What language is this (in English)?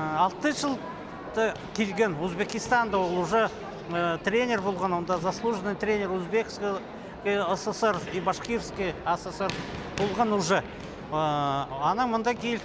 Khakas